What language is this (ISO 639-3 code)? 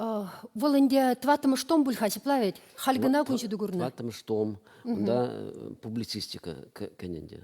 chv